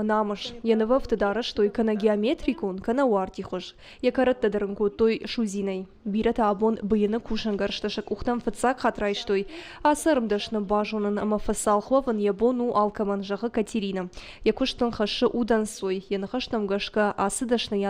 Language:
Ossetic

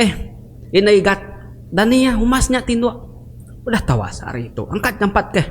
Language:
Iban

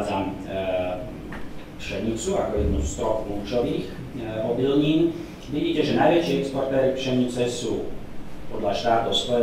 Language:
Slovak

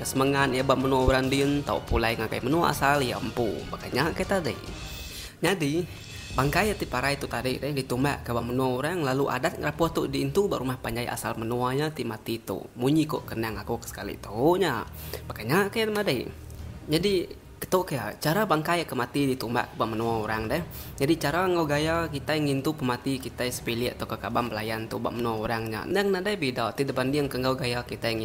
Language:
Iban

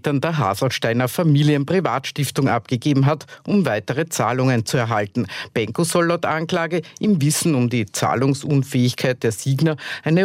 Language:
German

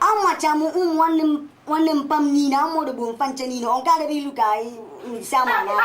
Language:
Igbo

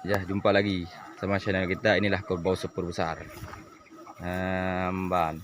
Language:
Achinese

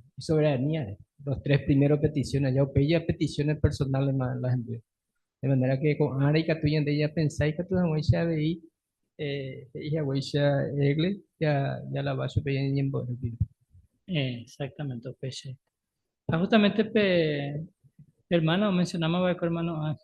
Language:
Guarani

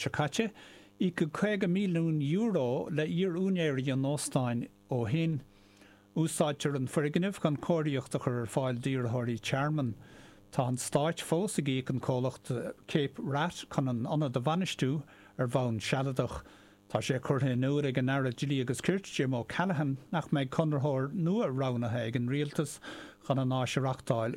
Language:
Irish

